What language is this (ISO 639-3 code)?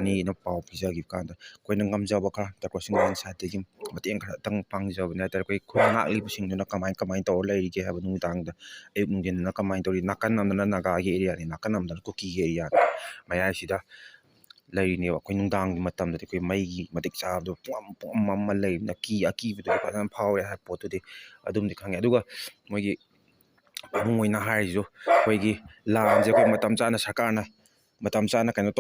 mni